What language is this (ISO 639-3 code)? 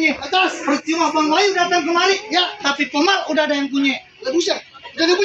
bew